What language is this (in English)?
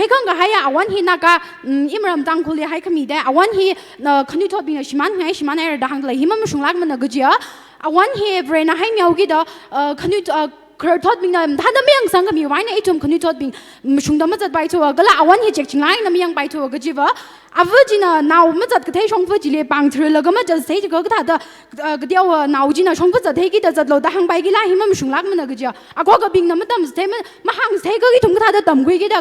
Tangkhul Naga (India)